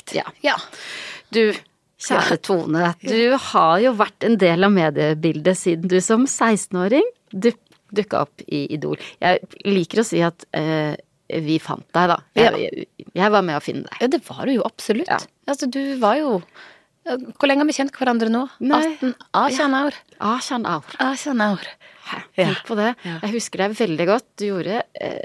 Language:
Norwegian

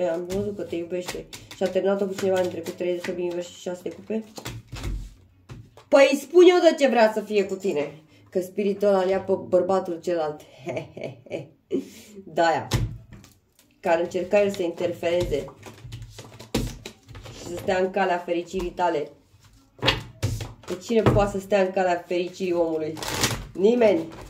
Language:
Romanian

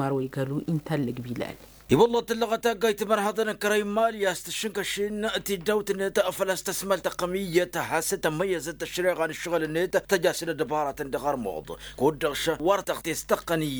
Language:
Tamasheq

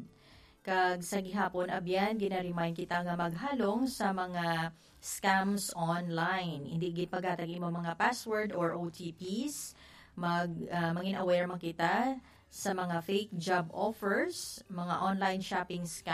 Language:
Hiligaynon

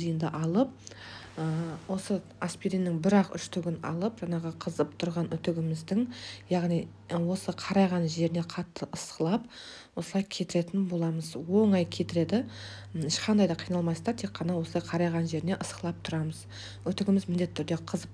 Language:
Kazakh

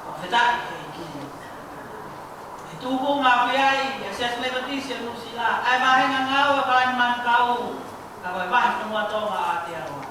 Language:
Tongan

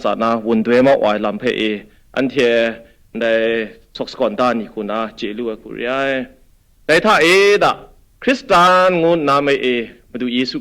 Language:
Kachin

